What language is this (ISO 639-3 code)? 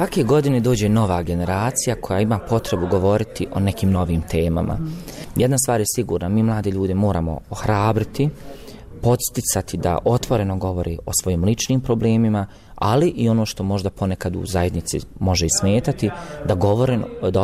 bos